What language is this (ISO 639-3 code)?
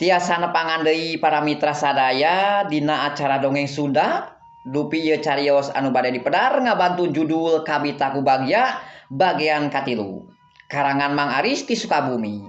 sun